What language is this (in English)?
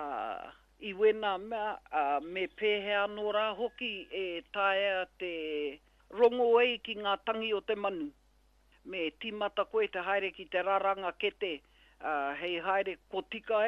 Māori